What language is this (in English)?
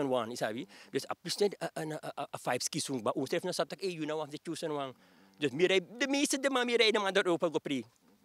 Sranan Tongo